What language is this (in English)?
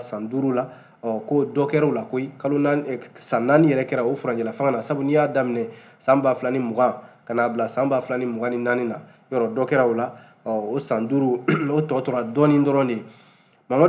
Bambara